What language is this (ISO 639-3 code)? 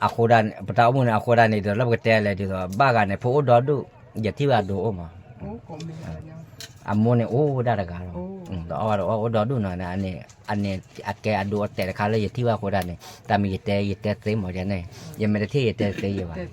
ksw